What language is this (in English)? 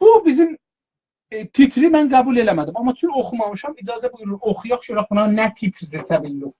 South Azerbaijani